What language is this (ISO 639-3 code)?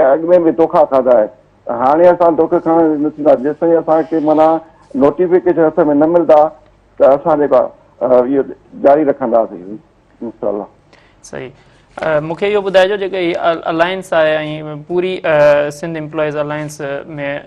snd